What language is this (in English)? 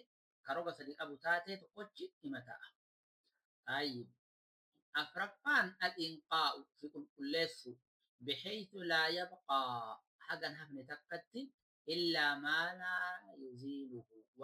Oromo